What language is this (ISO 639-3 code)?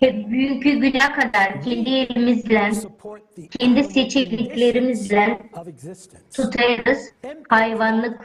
gag